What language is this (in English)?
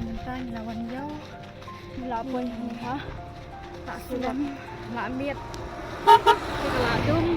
Khasi